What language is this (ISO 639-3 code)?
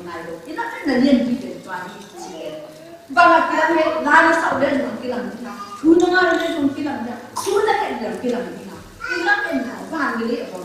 ctd